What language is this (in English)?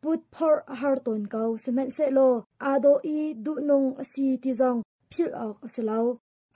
Hakha Chin